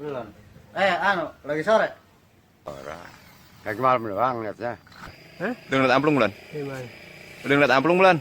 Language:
Betawi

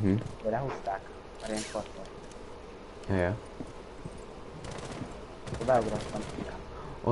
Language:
Hungarian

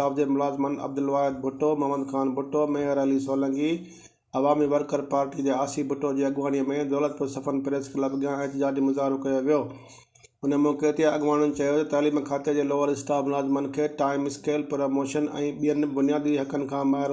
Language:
Sindhi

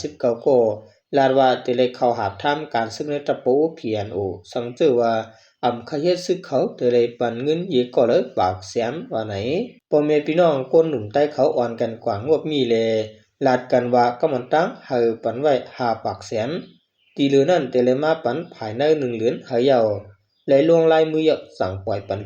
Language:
Shan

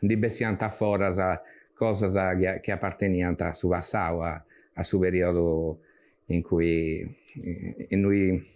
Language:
Sardinian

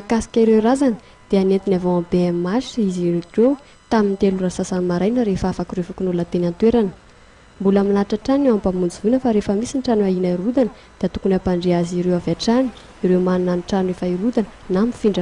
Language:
Malagasy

